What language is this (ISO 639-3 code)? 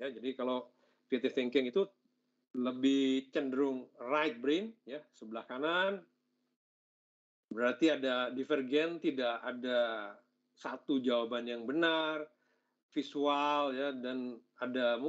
ind